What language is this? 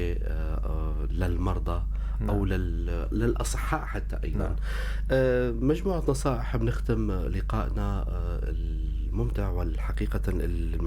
North Levantine Arabic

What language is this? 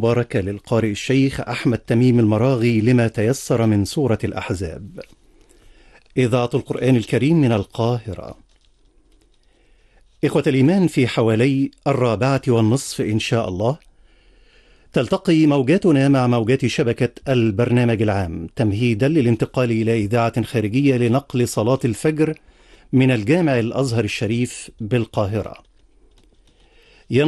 Arabic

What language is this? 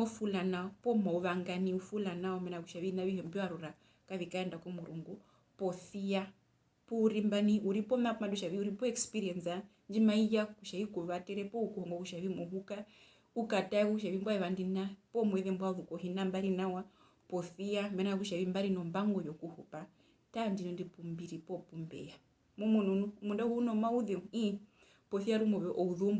Herero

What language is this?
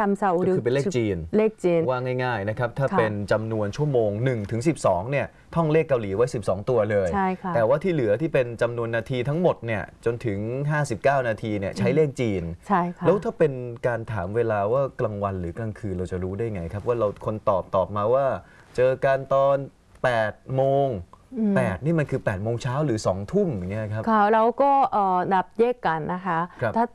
Thai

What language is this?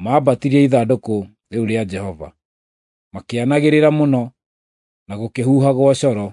Kikuyu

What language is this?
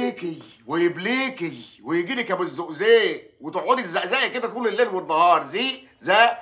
Egyptian Arabic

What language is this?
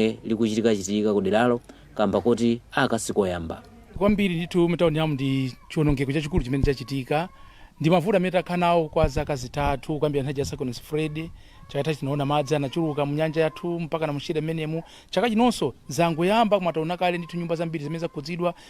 Nyanja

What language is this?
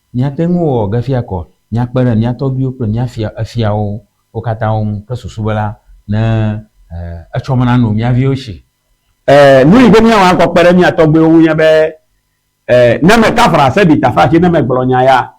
Ewe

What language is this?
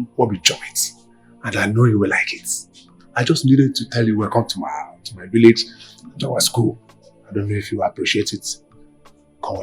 Nigerian Pidgin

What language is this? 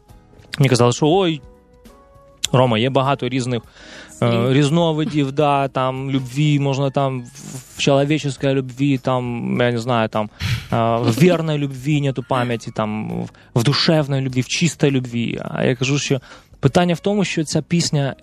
Ukrainian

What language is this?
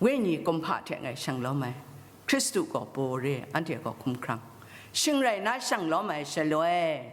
Kachin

